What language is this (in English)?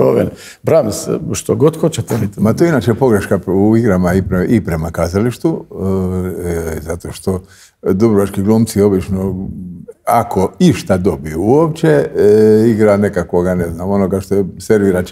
Croatian